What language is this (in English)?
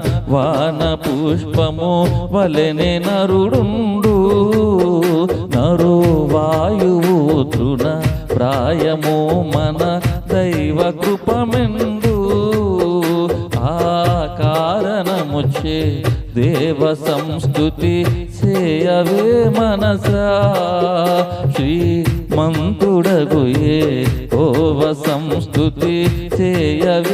Telugu